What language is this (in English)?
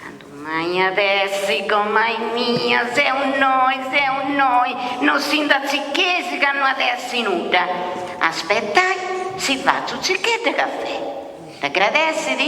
Sardinian